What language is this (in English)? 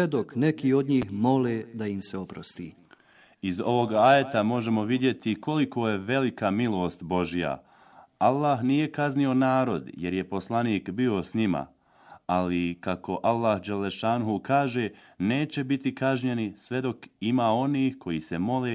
Bosnian